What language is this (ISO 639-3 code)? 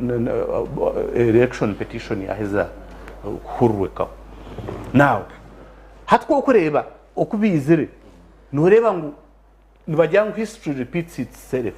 nyn